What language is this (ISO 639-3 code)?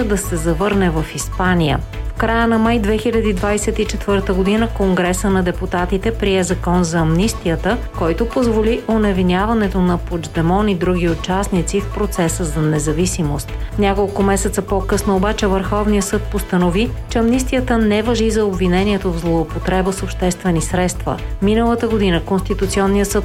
bul